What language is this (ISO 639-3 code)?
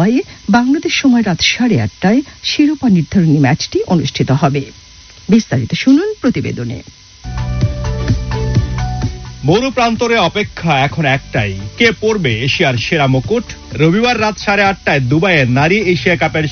ben